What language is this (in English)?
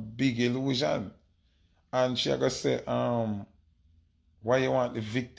Jamaican Creole English